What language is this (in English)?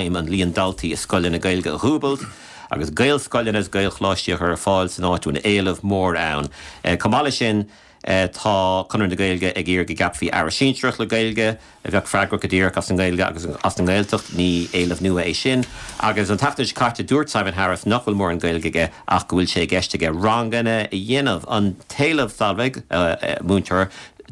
Irish